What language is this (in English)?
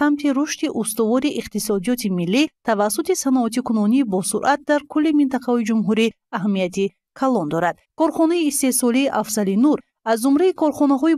Tajik